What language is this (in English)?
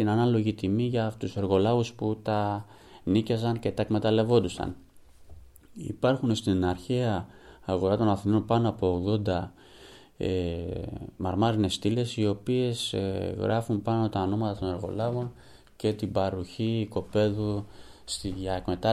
Greek